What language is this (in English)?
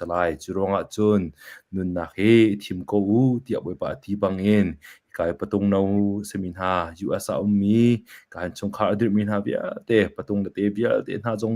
Hakha Chin